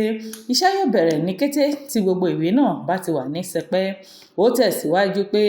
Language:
Yoruba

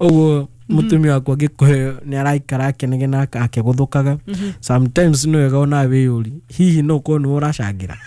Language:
Kikuyu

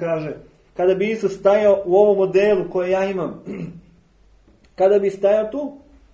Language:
Serbian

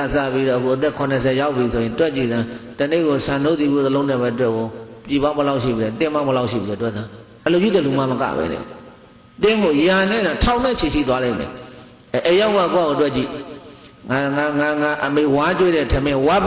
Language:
Burmese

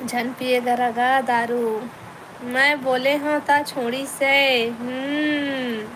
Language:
Chhattisgarhi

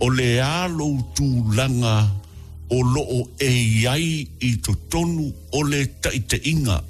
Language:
Samoan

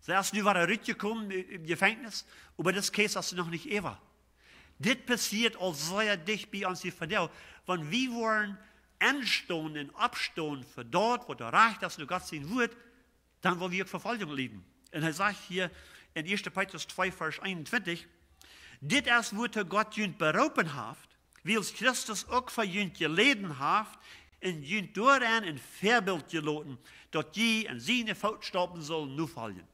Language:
Plautdietsch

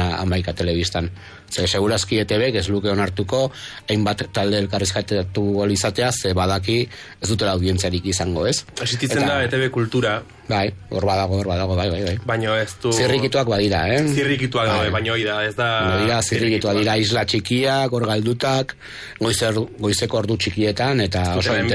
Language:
Basque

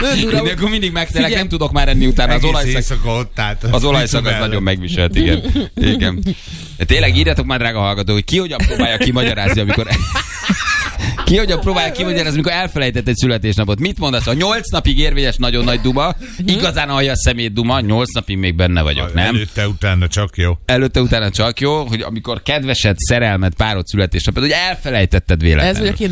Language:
Hungarian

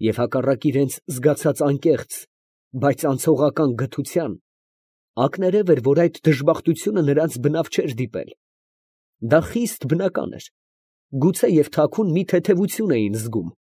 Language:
Armenian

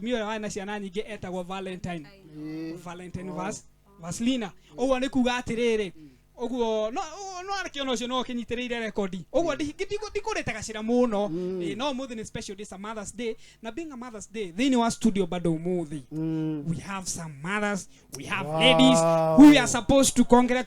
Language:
Kikuyu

